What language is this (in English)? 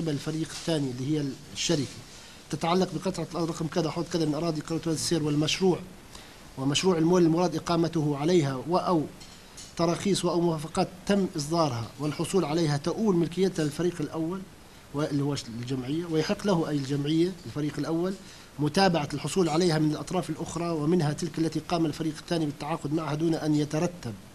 North Levantine Arabic